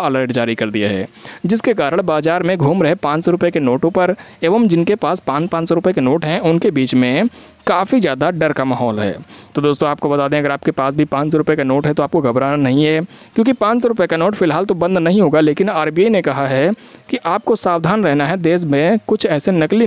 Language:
Hindi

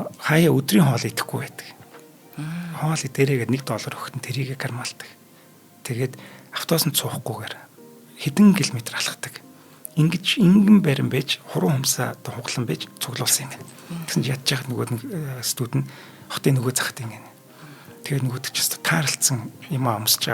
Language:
Mongolian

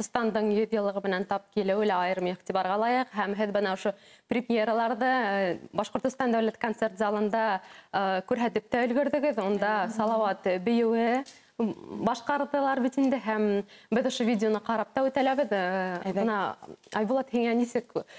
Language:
Bashkir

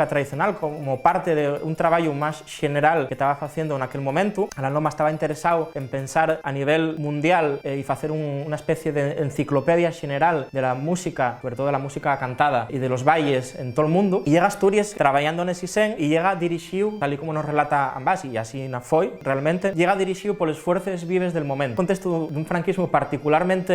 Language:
Asturian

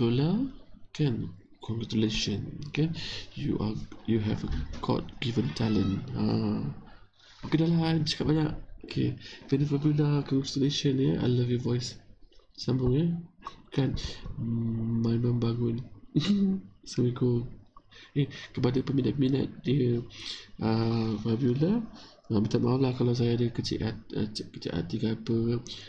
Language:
Malay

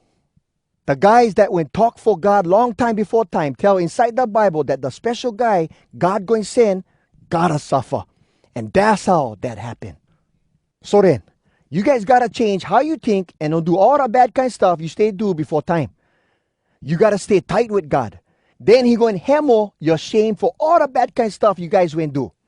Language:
Hawai'i Creole English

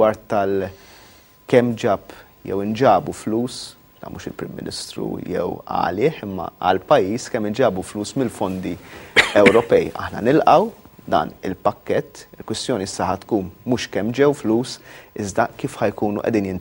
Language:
Maltese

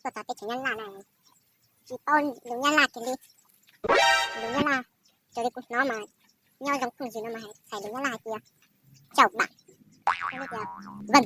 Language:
Hmong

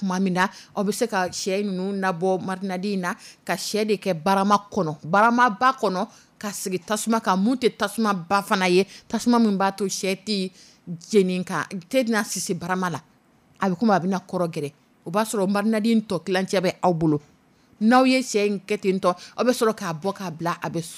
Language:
Dyula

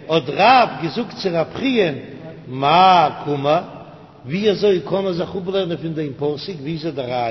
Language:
Yiddish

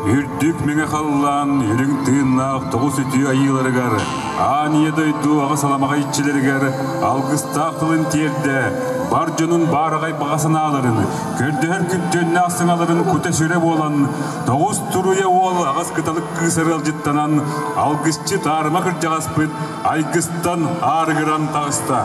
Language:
Yakut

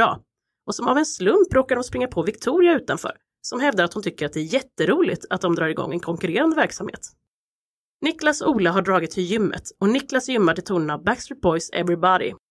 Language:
Swedish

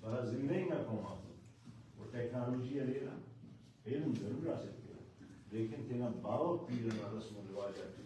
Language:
Brahui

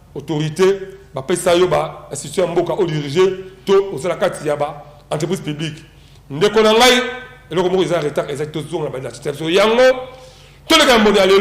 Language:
Lingala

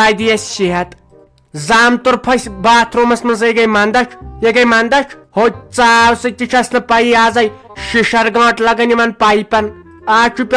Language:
Kashmiri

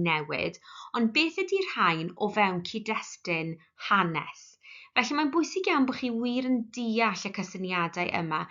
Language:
Welsh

